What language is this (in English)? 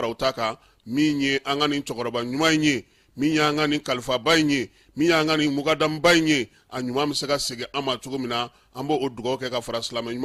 Bambara